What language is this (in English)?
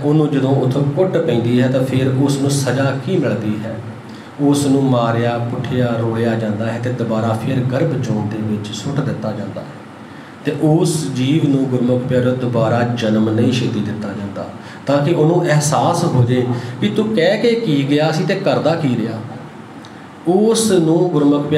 Punjabi